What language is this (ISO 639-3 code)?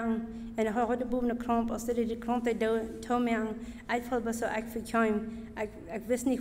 pdt